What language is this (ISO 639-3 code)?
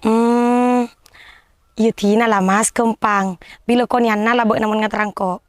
mad